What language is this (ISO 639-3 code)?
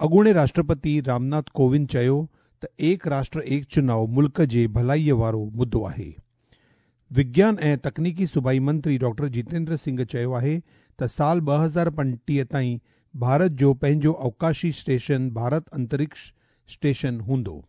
snd